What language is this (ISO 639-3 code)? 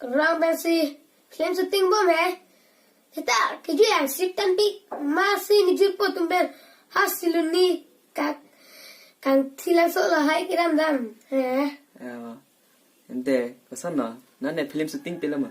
mjw